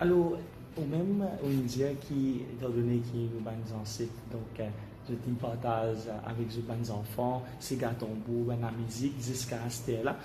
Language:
Morisyen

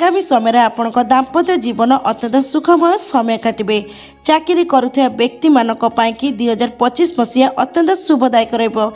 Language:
Odia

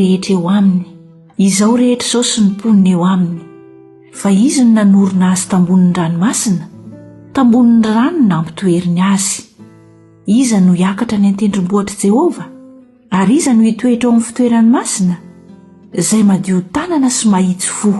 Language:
Malagasy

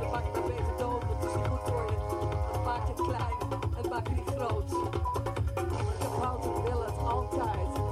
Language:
Dutch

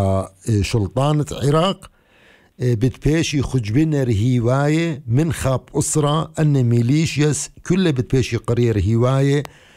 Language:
Assyrian Neo-Aramaic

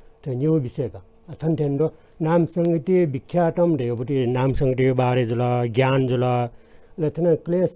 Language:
Newari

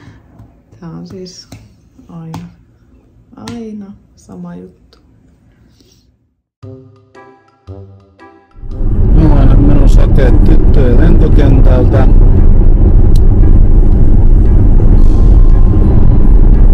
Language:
Finnish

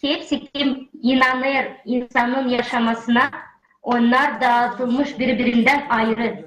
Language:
Gagauz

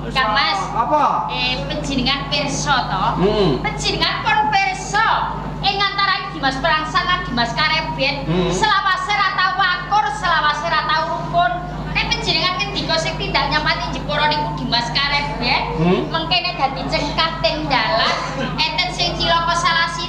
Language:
Javanese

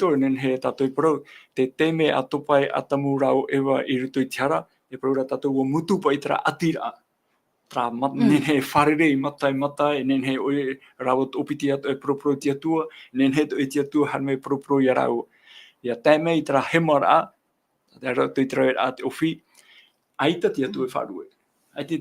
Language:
Tahitian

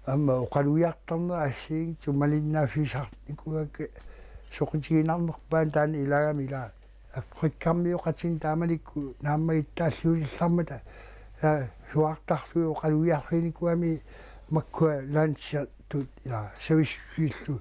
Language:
Kalaallisut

